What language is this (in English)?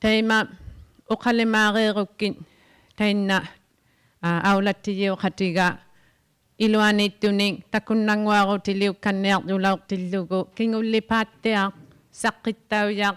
Inuktitut